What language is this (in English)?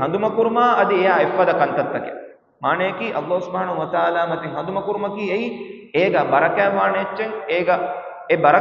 Divehi